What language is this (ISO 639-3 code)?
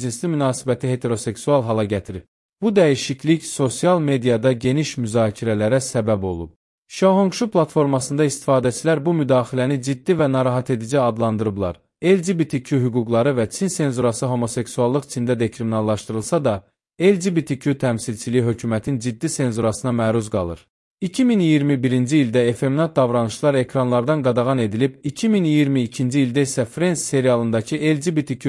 aze